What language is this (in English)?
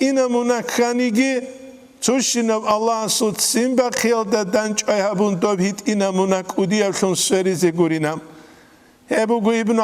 Avaric